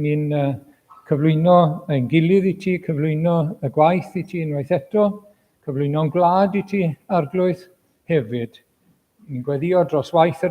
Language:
Welsh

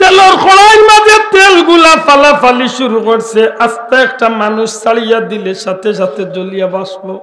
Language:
Sylheti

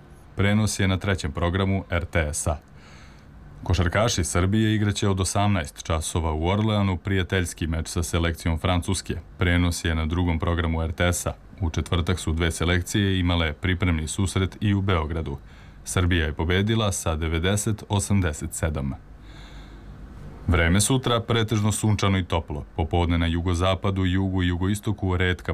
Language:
Serbian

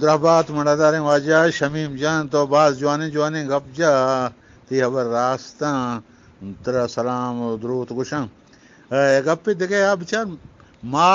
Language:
Eastern Balochi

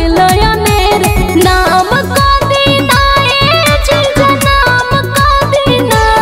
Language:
Bhojpuri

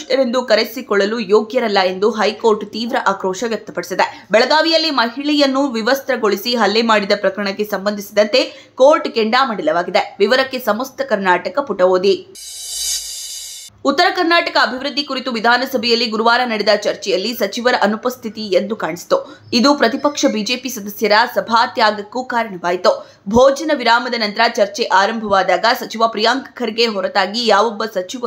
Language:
Kannada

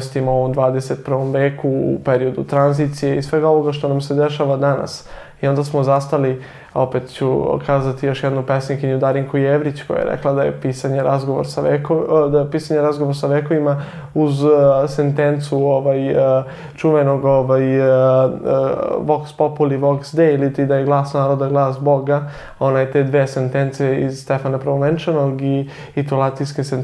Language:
Serbian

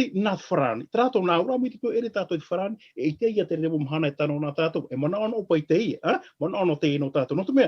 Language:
Tahitian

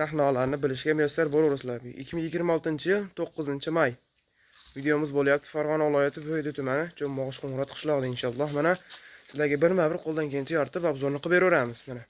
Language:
Uzbek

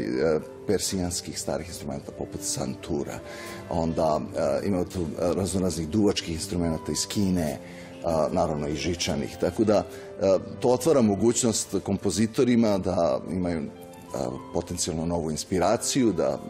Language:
Serbian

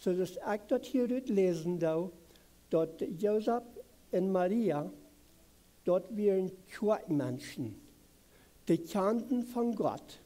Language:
Plautdietsch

